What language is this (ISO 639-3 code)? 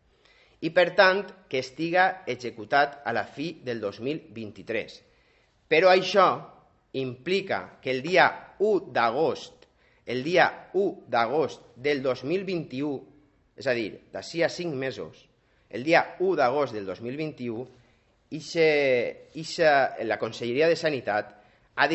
cat